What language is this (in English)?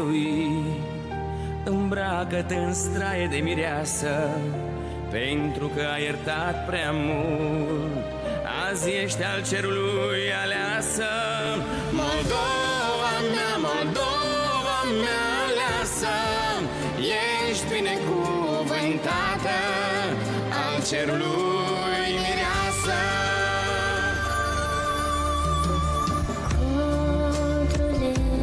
Romanian